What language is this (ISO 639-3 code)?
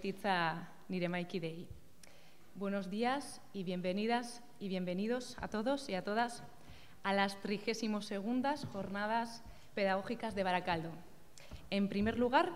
eus